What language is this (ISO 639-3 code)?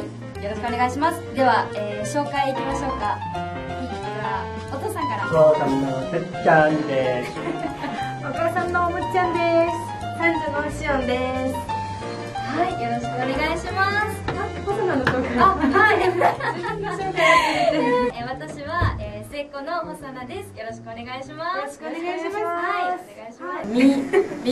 jpn